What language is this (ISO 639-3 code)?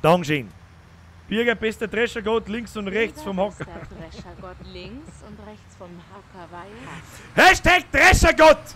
bar